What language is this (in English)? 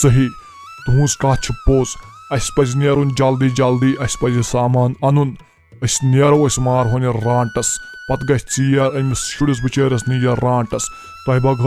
Kashmiri